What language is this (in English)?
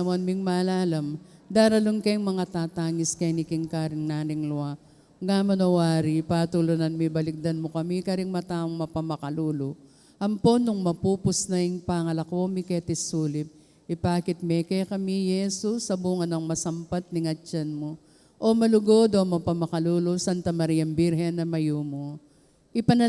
Pampanga